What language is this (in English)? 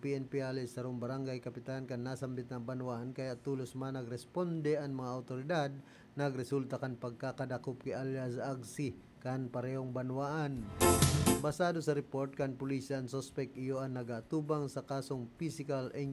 Bikol